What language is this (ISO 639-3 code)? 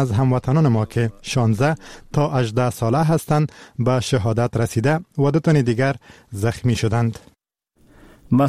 fas